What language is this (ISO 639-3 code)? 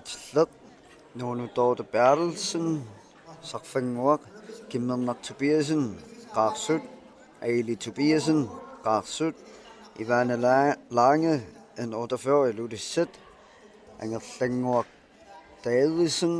kal